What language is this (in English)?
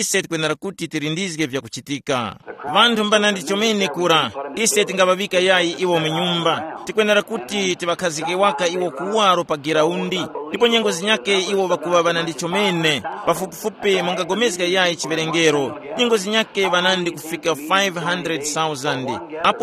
Tumbuka